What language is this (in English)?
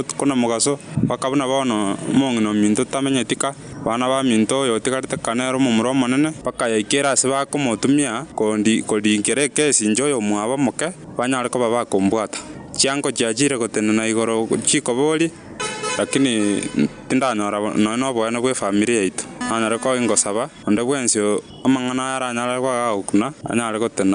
Gusii